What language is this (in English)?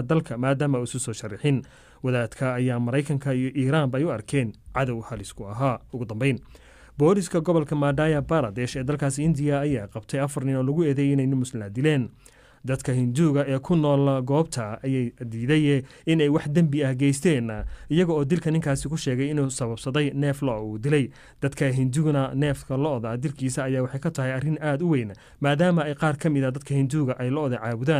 Somali